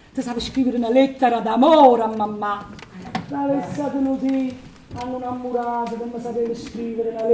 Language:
Neapolitan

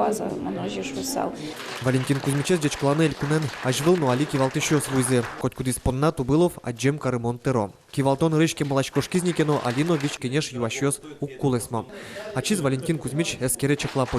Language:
Udmurt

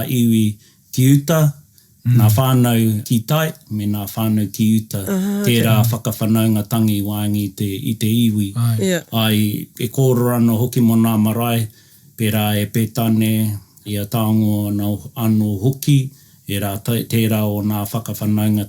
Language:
Māori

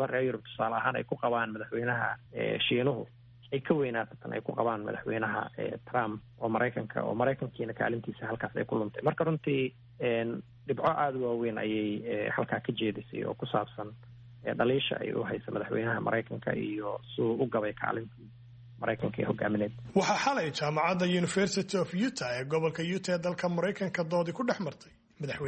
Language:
Somali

